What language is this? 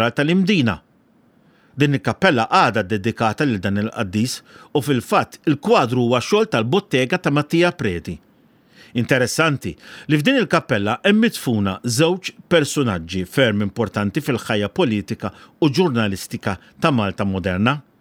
Maltese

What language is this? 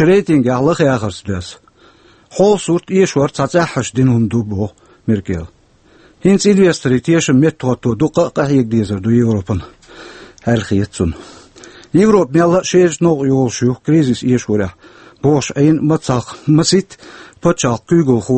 Chechen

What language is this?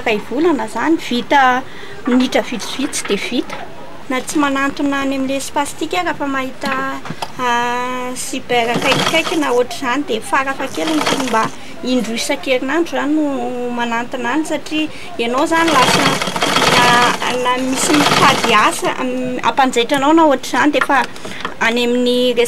Malagasy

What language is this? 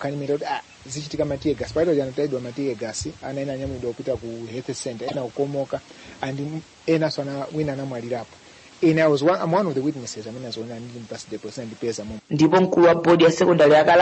Nyanja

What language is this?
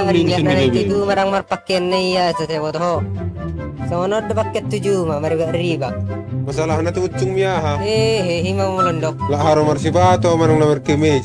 Batak Toba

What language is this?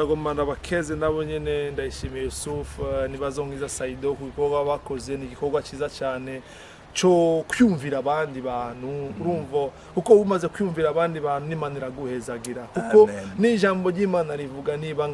Rundi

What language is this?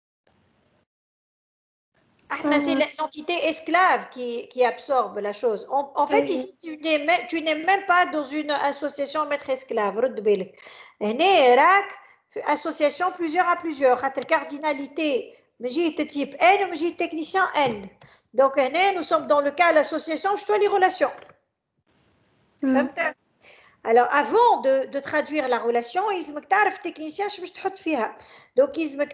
Tunisian Arabic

